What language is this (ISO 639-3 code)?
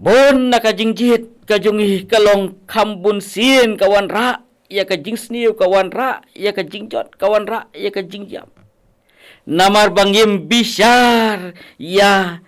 kha